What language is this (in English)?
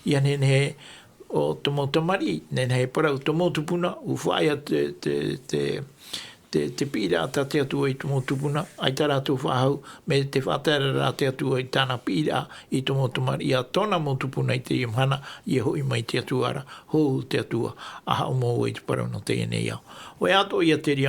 Tahitian